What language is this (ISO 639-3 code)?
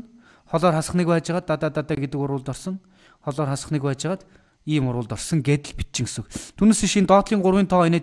mon